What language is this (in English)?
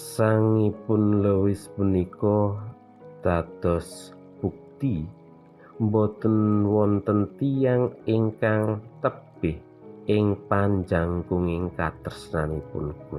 Javanese